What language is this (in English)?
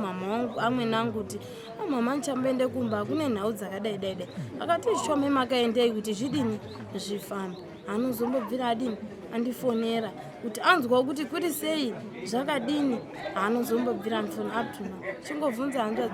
Shona